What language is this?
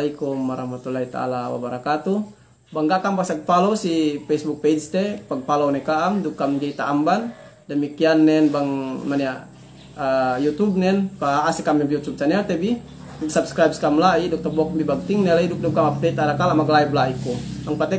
Yakan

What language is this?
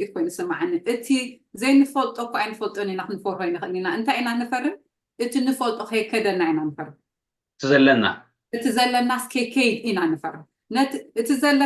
Tigrinya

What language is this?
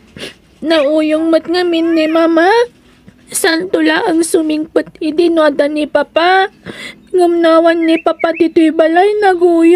Iloko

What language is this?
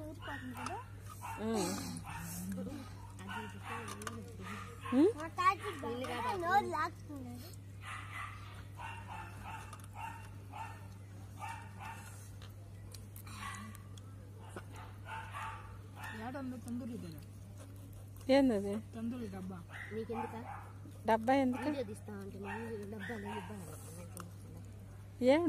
Telugu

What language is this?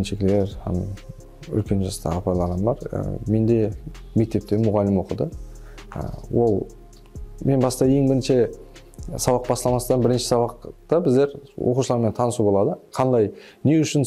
Kara-Kalpak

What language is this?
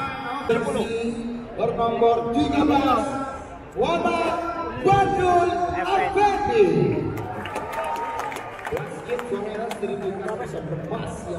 Malay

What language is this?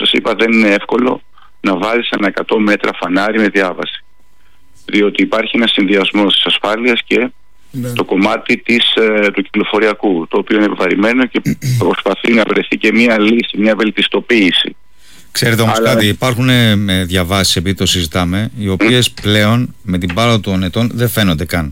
Greek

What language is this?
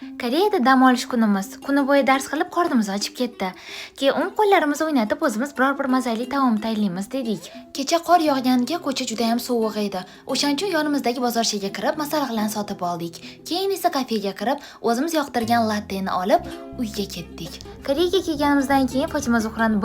Uzbek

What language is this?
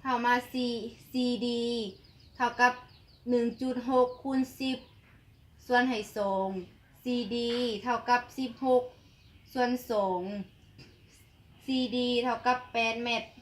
Lao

